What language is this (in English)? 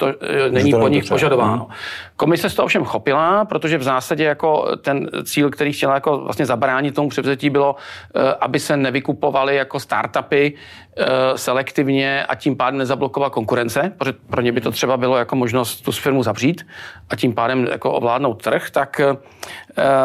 Czech